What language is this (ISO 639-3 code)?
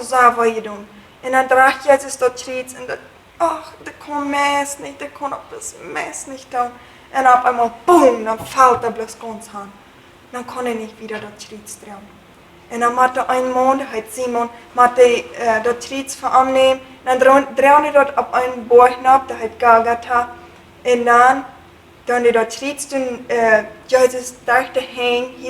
pdt